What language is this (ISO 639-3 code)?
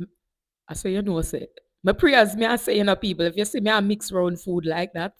jam